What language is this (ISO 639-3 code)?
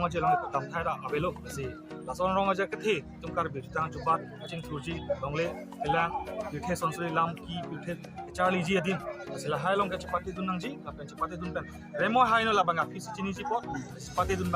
mjw